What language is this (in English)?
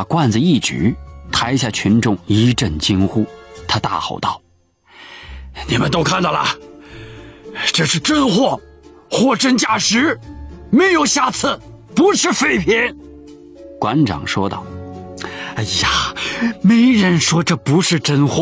Chinese